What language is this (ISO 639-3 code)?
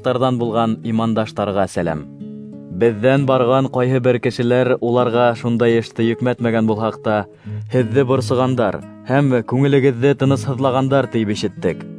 bak